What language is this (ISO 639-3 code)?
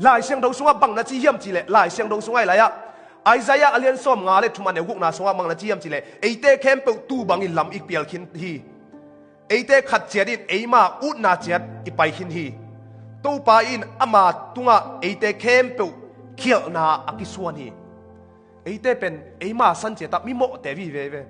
ctd